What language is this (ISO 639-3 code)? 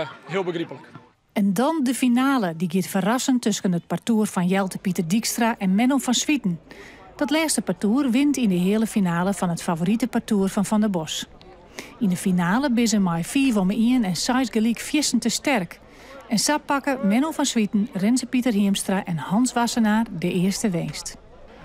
fry